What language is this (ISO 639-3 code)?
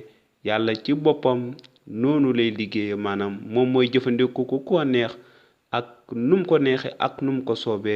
wol